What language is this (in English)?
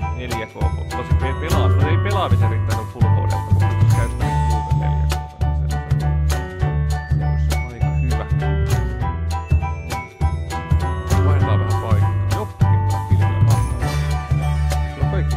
Finnish